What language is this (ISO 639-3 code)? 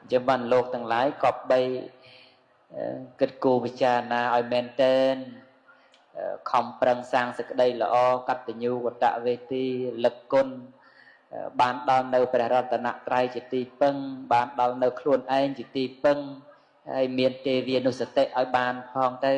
khm